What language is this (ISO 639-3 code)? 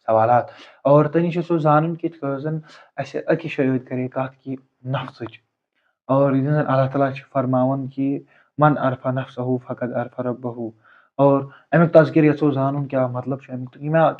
kas